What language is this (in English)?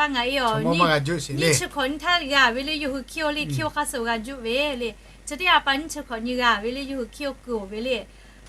Lahu